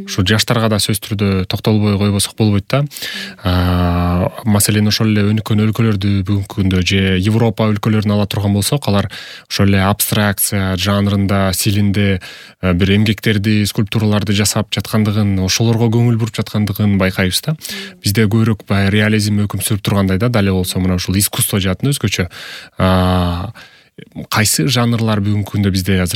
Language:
Kyrgyz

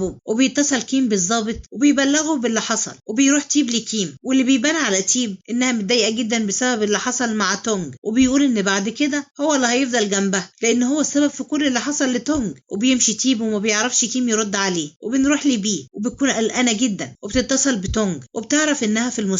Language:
Egyptian Arabic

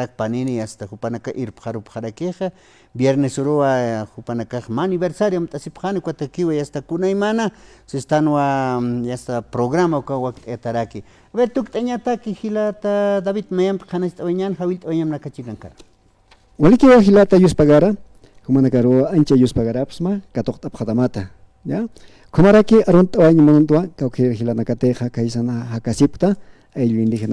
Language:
Aymara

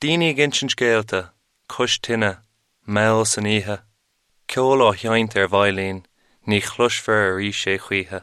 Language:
Irish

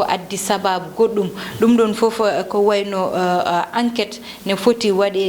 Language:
Fula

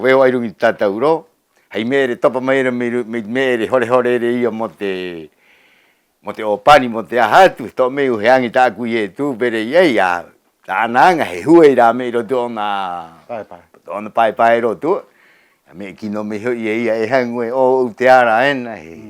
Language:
Rapanui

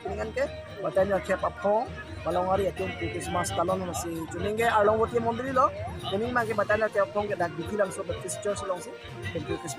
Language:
Karbi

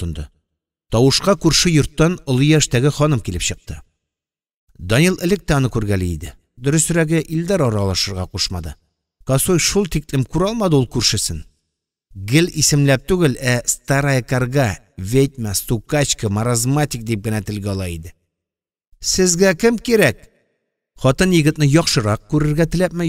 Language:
Tatar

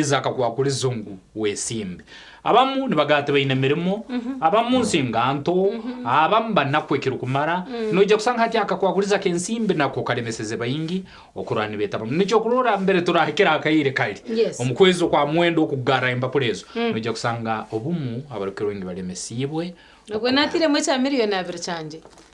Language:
Nyankole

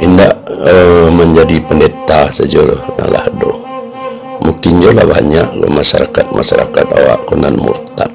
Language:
Minangkabau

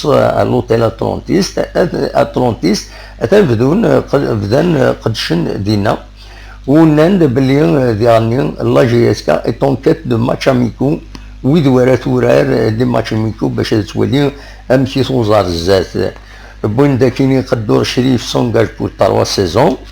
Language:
Kabyle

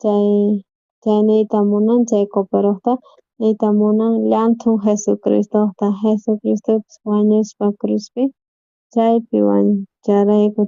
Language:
South Bolivian Quechua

